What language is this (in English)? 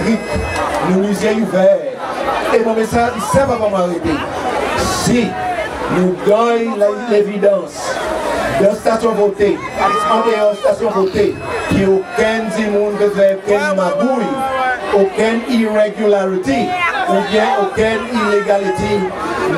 Seselwa Creole French